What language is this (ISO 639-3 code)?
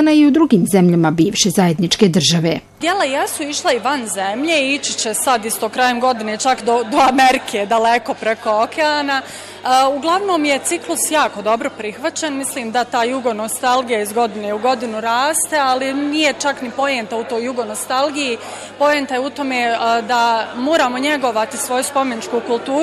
bos